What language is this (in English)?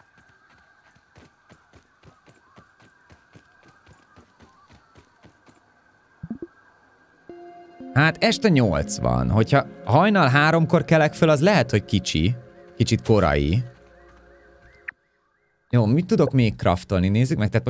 Hungarian